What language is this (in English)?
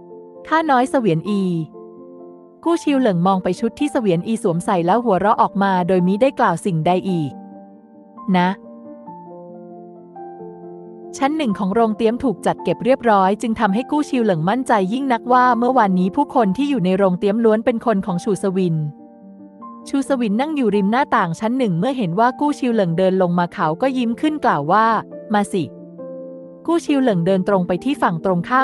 Thai